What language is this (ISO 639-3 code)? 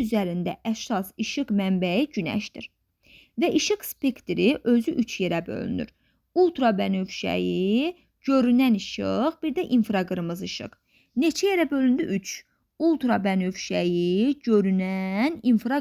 aze